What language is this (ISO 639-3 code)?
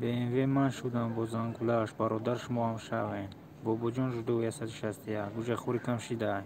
tgk